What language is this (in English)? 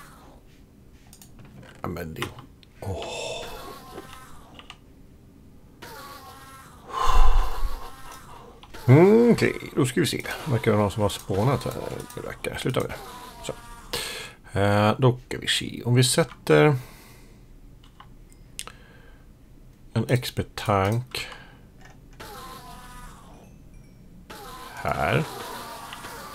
Swedish